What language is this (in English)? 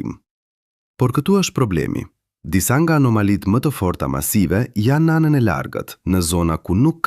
Albanian